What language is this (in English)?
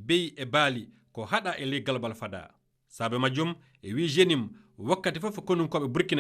Fula